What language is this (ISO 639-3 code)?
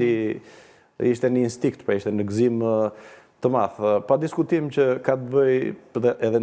sqi